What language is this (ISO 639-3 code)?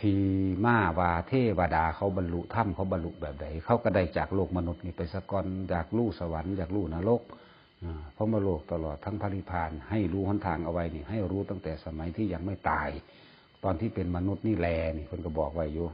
tts